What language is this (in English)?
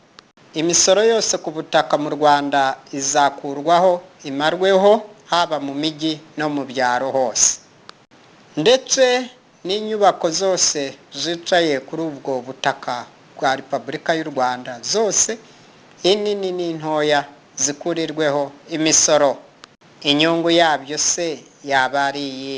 Kinyarwanda